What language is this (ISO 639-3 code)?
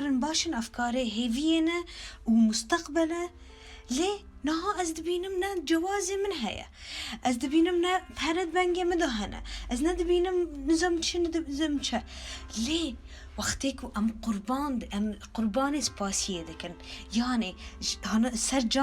kur